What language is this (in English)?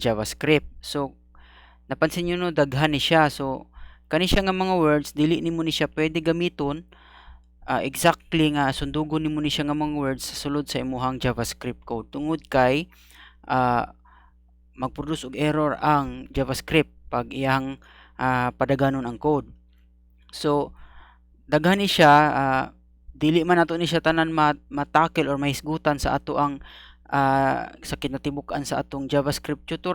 Cebuano